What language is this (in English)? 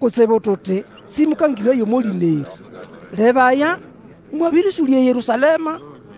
Nande